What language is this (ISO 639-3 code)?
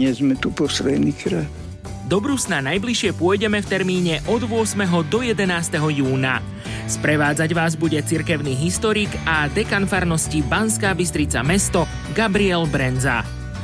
slk